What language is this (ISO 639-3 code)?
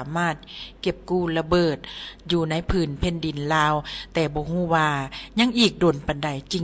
lao